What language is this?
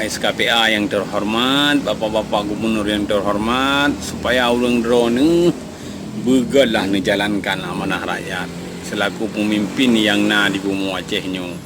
Achinese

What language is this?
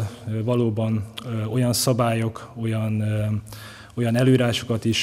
Hungarian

